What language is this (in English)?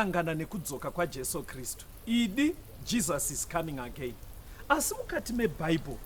Shona